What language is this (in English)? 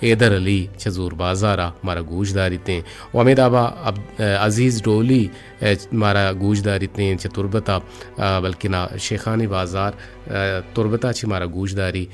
Eastern Balochi